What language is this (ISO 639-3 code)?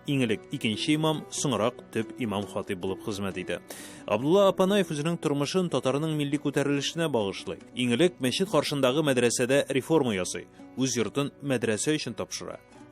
tat